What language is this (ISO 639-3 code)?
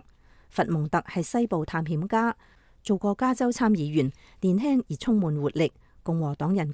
yue